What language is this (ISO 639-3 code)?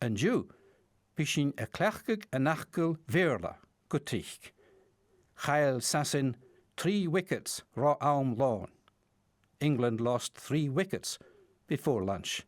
gla